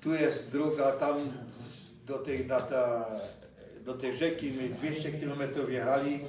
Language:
Silesian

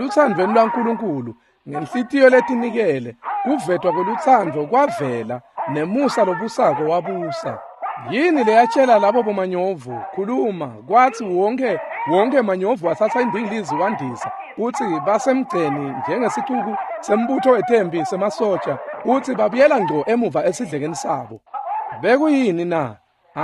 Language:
Swati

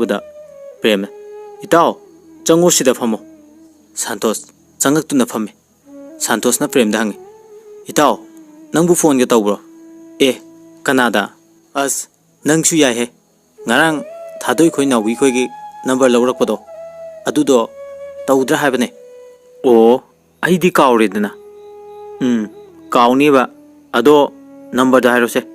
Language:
Manipuri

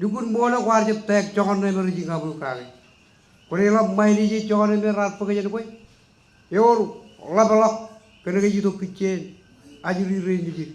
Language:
Marshallese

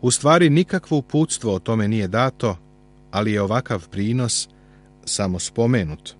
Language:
Serbian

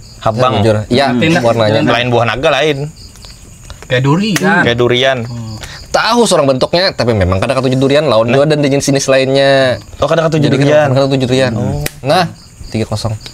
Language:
Banjar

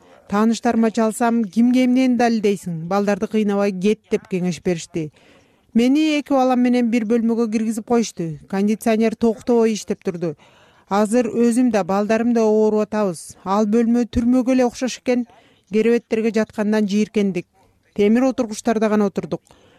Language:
Kyrgyz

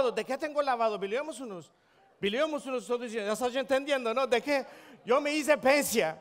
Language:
Ladino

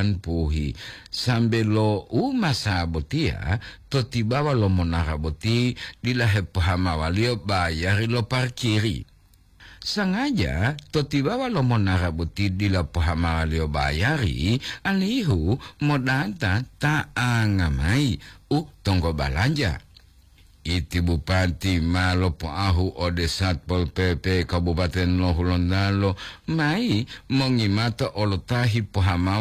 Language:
Gorontalo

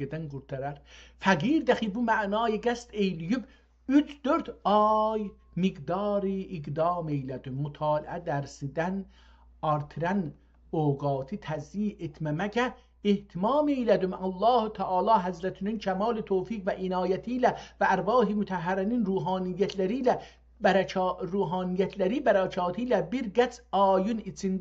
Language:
South Azerbaijani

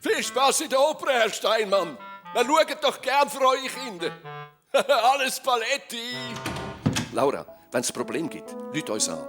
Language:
Swiss German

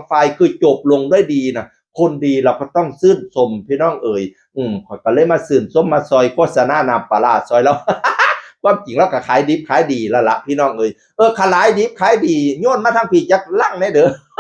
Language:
Northeastern Thai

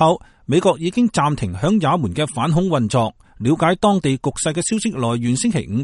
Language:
Cantonese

